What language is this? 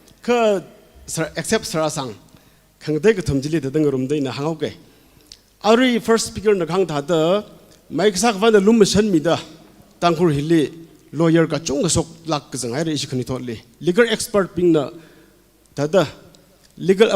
Tangkhul Naga (India)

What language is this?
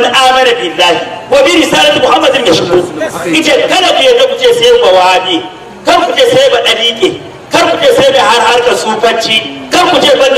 Hausa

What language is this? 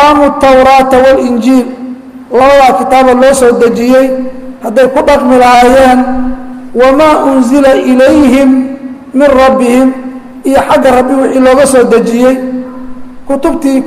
Somali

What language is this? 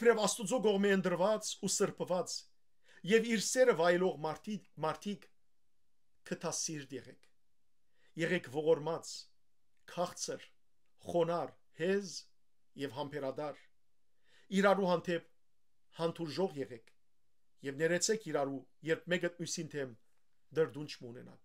Western Armenian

